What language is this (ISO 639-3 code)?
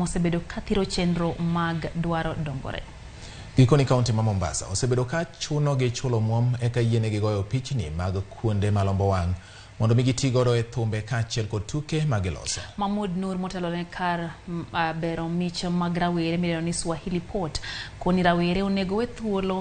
luo